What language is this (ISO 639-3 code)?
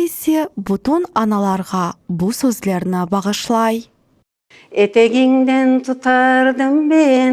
crh